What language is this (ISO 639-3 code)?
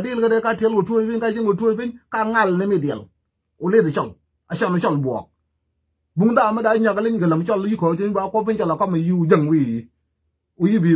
nus